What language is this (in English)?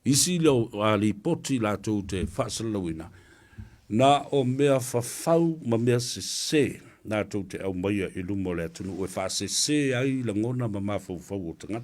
Samoan